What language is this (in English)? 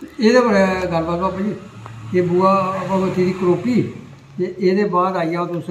Dogri